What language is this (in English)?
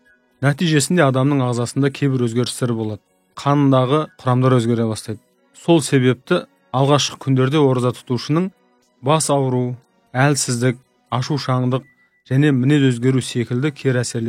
Kazakh